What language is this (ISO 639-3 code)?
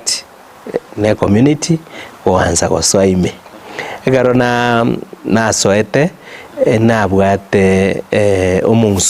guz